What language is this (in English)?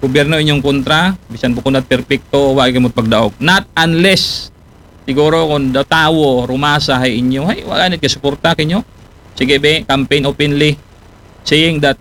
Aklanon